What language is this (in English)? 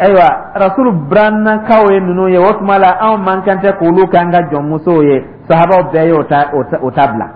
Dyula